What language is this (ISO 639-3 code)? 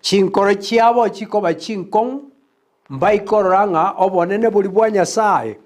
guz